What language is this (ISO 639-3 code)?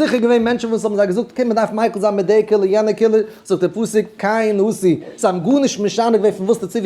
yid